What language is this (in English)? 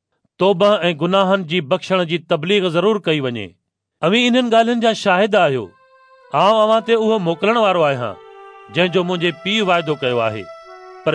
Sindhi